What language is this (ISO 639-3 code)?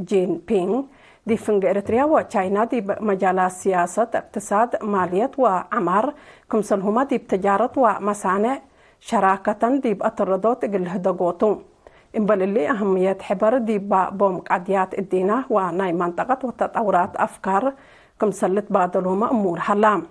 tig